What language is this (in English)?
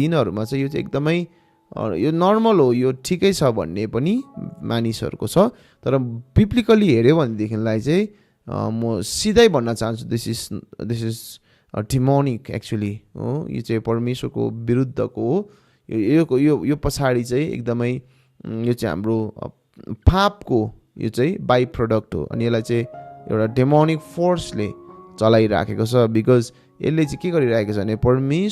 Nepali